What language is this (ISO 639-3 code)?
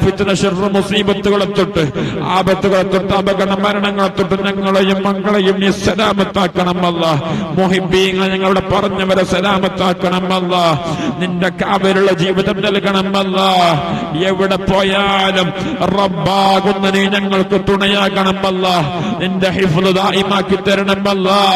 mal